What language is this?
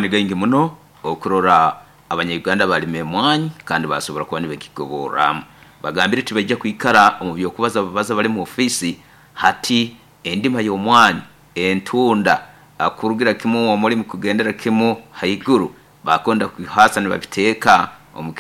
Nyoro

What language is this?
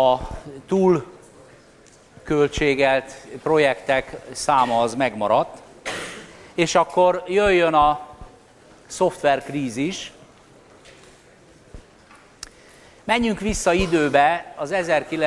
Hungarian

